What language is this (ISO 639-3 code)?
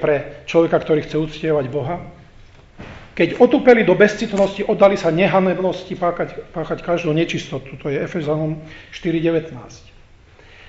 slk